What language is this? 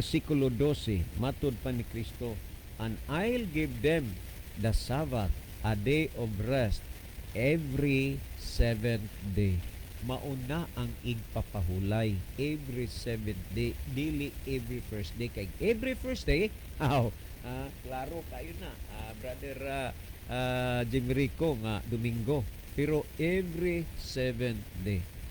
Cebuano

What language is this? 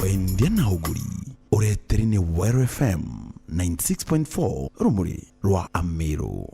Meru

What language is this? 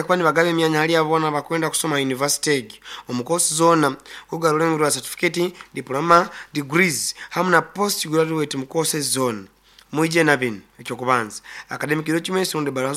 Nyankole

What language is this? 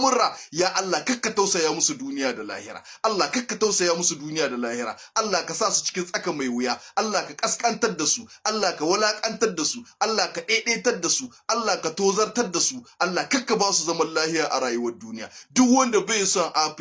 Hausa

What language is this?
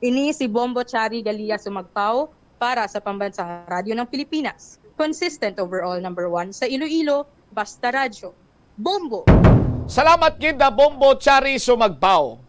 Hiligaynon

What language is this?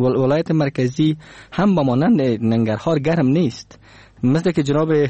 Persian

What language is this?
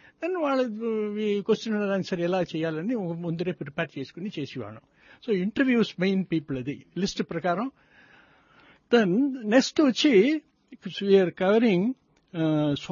Telugu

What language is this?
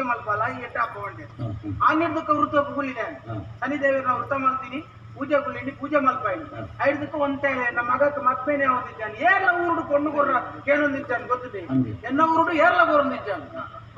Tulu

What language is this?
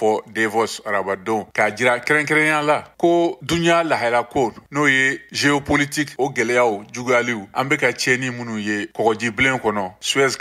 Bambara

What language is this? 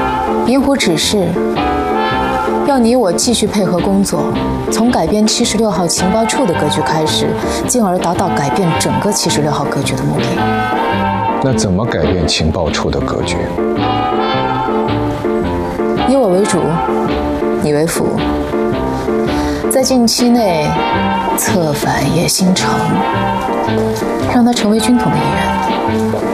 Chinese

